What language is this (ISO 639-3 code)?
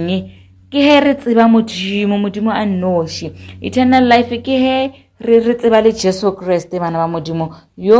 nso